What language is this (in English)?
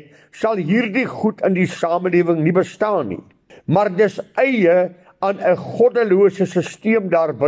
Afrikaans